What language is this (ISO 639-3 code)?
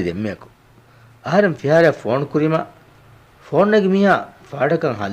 div